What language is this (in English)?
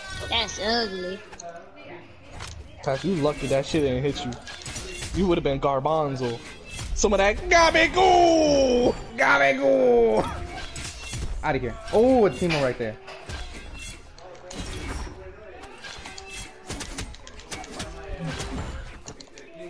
English